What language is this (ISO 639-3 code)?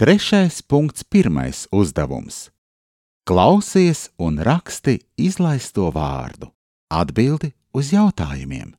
lav